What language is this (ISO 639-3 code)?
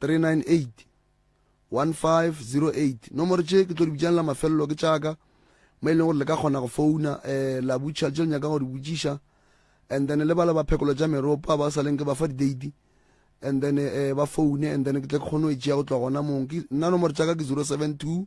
nso